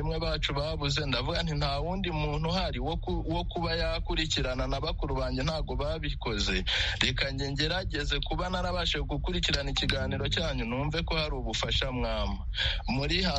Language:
Kinyarwanda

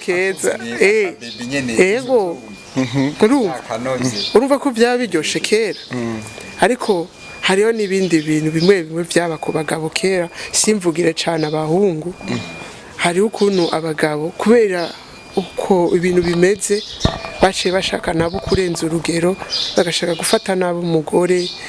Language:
Rundi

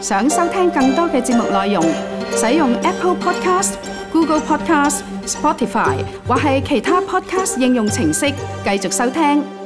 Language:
Cantonese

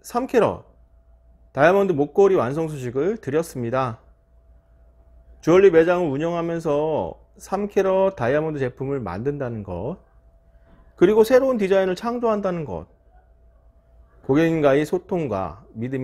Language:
Korean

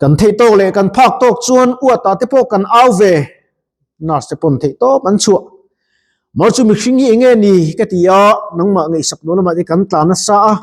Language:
Mizo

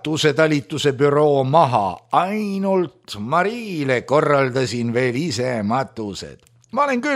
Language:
Estonian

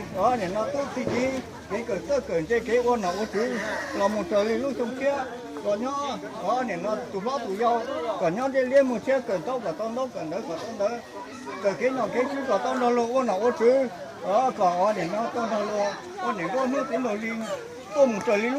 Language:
Hmong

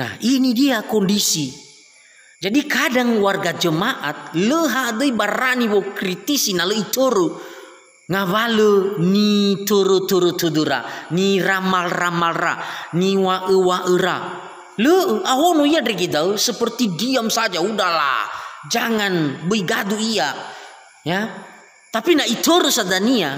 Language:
Nias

